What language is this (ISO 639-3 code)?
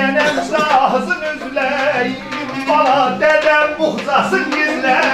azb